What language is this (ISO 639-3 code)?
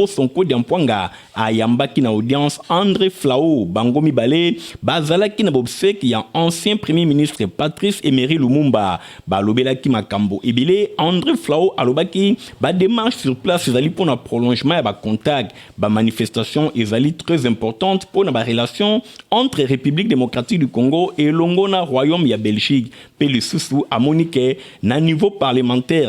lin